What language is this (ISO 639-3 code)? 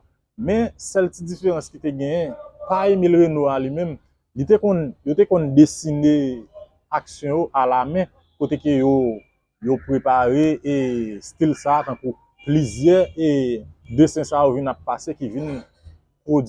hat